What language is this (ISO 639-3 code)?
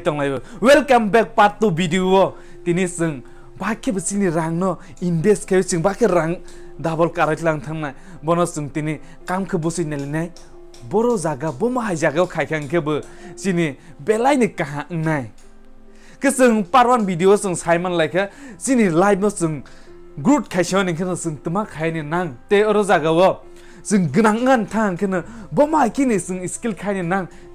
trp